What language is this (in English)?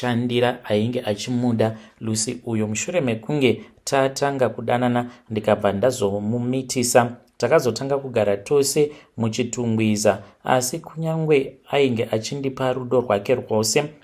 Shona